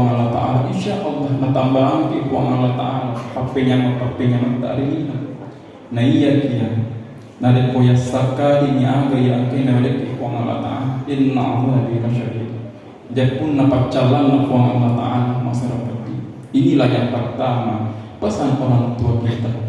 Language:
Buginese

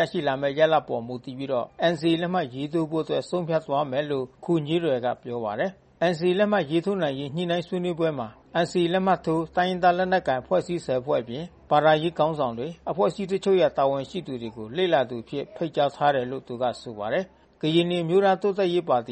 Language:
Burmese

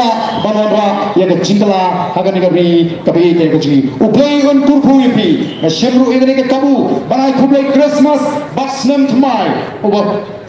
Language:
Khasi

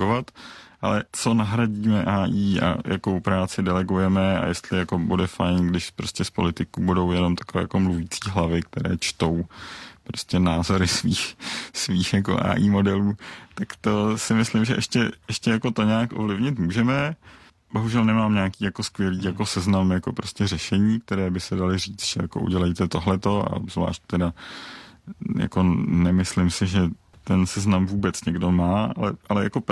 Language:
Czech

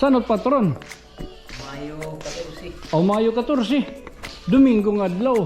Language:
Waray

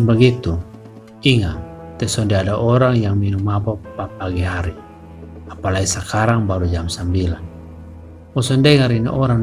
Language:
Kupang Malay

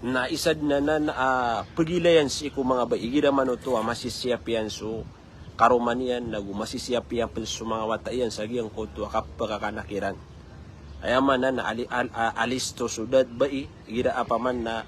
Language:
Maranao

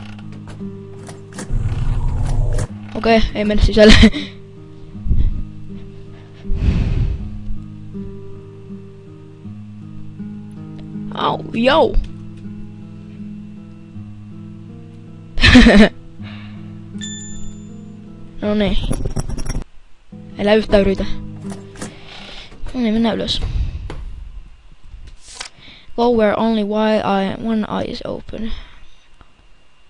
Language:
Finnish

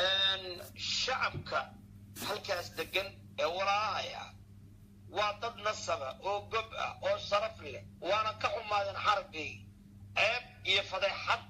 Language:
Somali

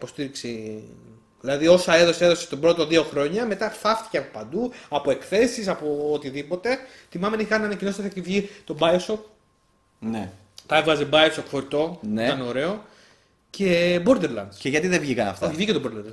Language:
Greek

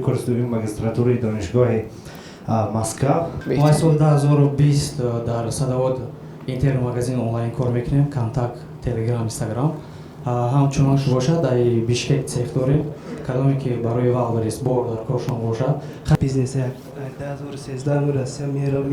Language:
Tajik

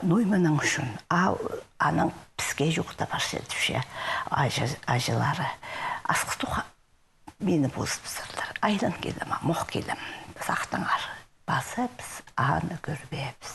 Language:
Khakas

